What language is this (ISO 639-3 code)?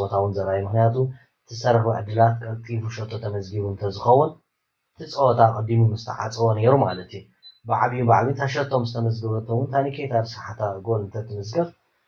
tir